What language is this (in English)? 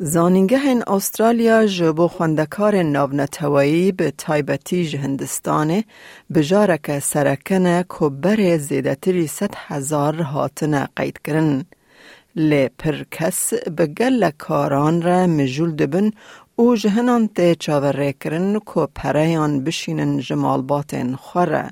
Kurdish